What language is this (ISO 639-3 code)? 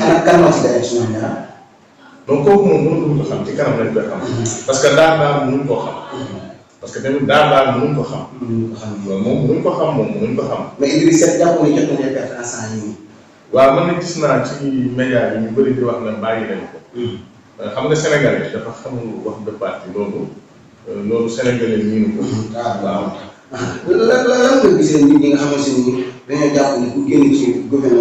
wol